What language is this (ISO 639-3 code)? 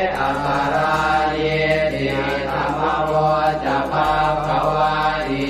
pli